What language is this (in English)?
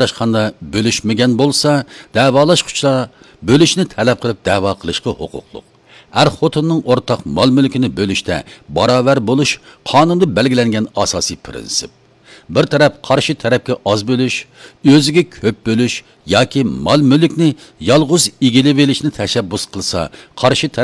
Uyghur